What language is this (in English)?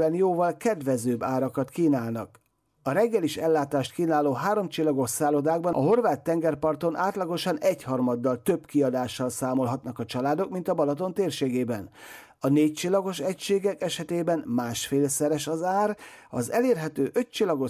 Hungarian